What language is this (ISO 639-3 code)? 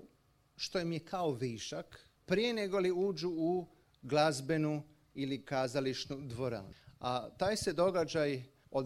hrv